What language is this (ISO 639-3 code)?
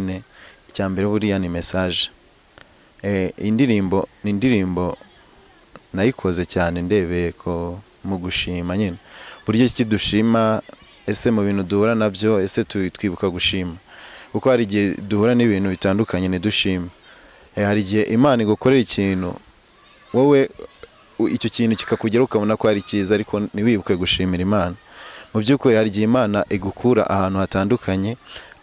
kin